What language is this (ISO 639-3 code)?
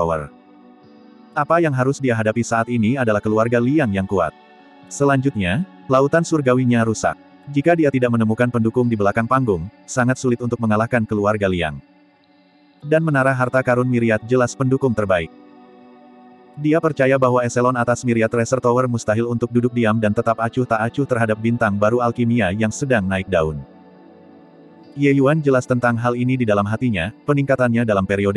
ind